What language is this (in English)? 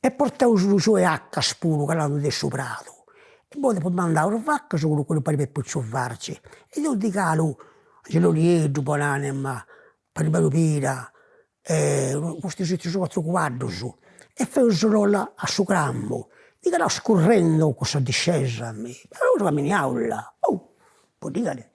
Sardinian